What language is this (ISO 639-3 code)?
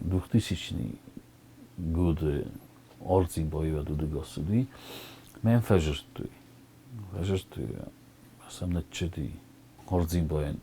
oss